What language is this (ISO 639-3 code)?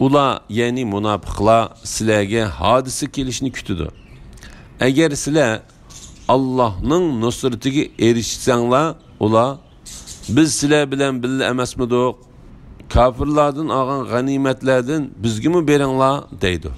uig